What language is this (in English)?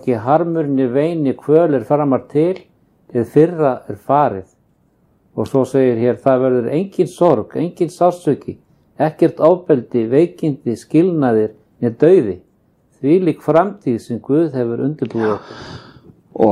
Icelandic